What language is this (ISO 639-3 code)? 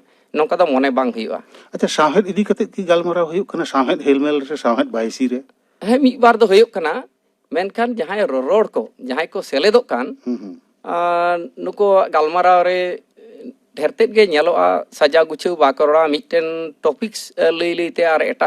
sat